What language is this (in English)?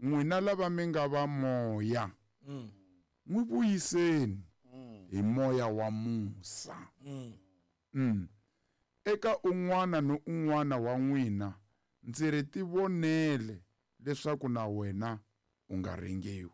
Tsonga